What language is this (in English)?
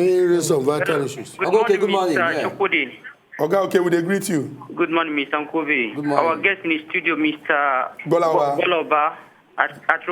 Nigerian Pidgin